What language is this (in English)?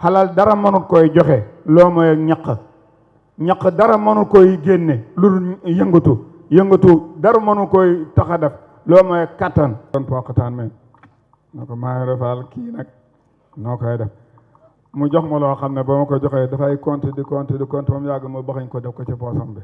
Wolof